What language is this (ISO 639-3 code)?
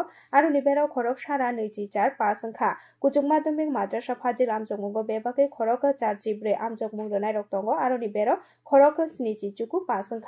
trp